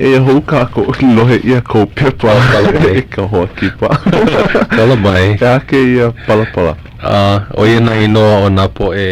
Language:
Hawaiian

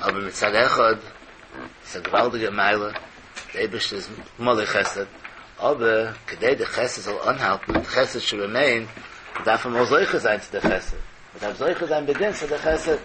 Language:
Yiddish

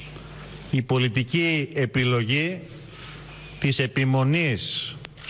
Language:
Greek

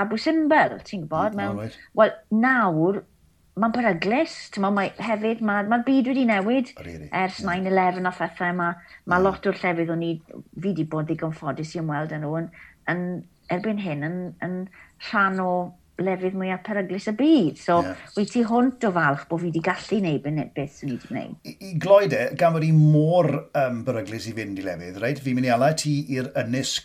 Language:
Welsh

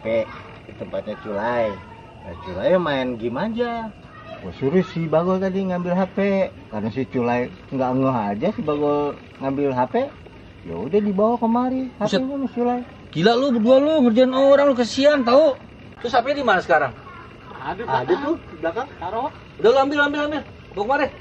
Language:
Betawi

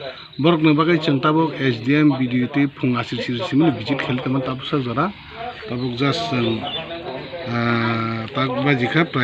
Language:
Kok Borok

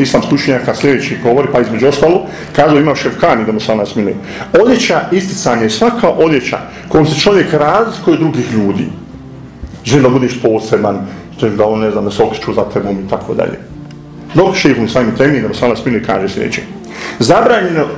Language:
Bosnian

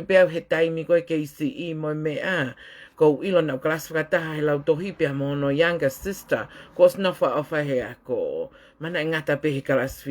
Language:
Tongan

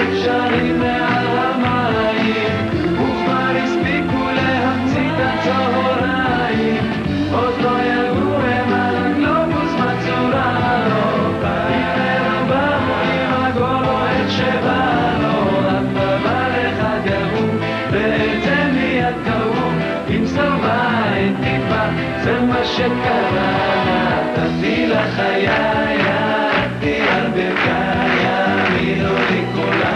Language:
Hebrew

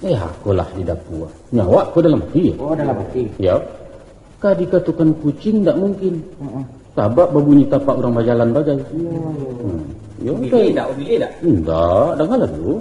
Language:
Minangkabau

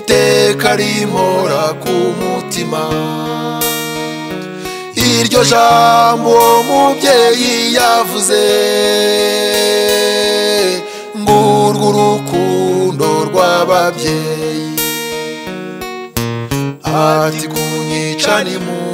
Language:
Kinyarwanda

